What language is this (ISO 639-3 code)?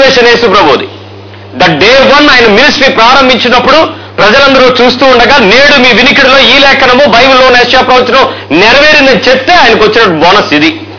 tel